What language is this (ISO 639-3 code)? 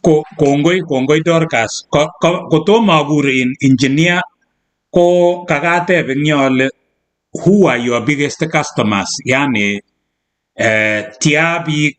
kln